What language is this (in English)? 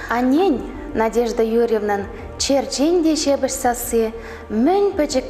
Chuvash